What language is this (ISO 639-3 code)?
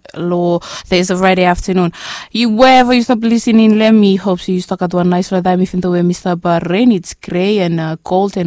bis